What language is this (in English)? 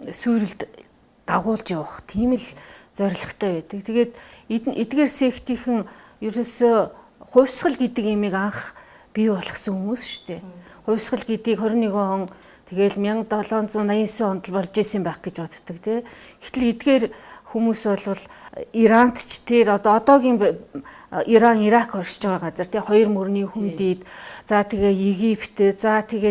Mongolian